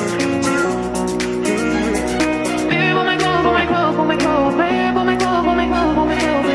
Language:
English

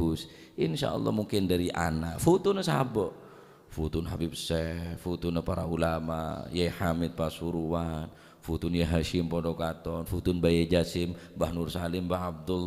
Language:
Madurese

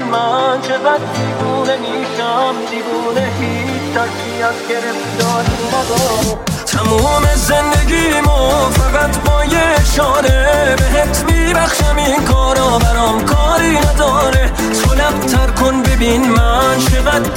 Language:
Persian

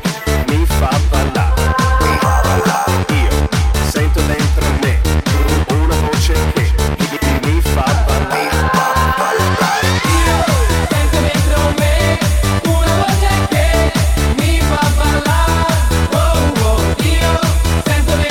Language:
Italian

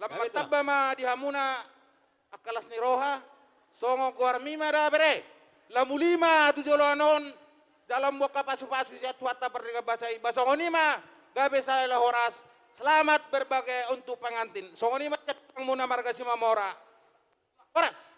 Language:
Batak Toba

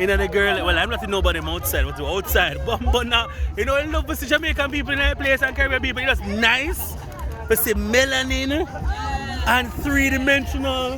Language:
Jamaican Creole English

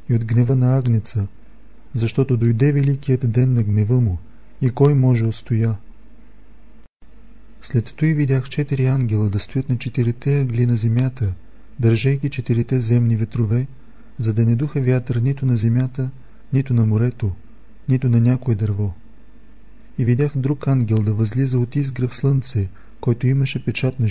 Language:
Bulgarian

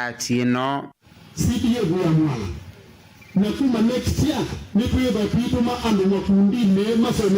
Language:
Kamba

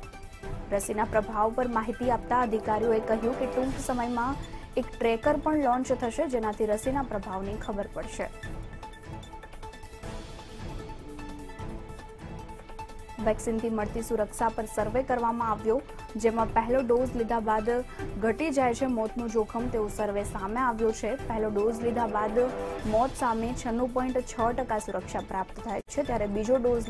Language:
Gujarati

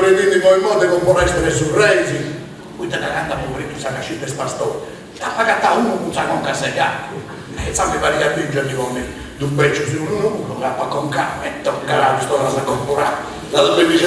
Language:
Sardinian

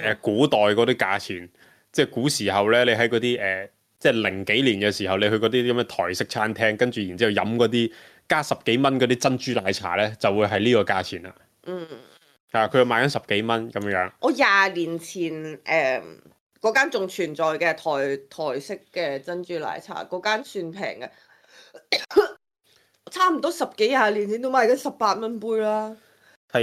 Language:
Cantonese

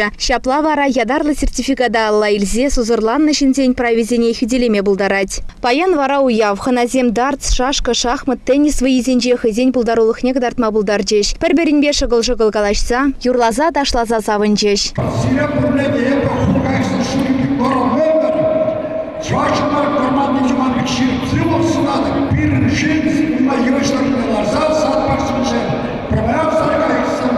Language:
Chuvash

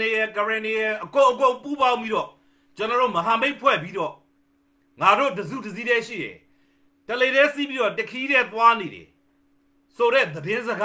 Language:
Burmese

